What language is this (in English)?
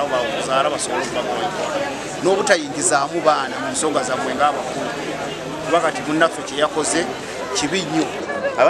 Ganda